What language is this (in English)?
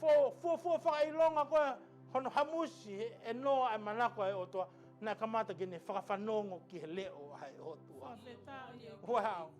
Tongan